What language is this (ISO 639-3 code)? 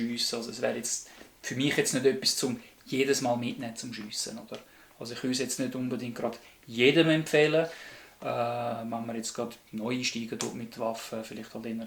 gsw